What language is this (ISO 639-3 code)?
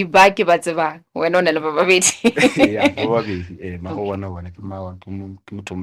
nso